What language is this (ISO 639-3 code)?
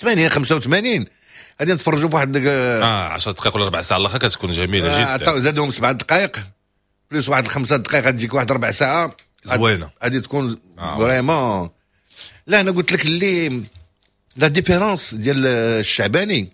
ary